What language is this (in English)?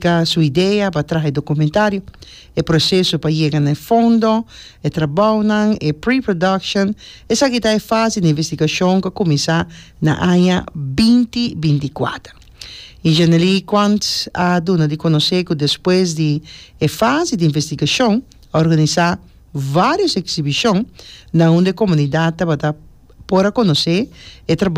Papiamento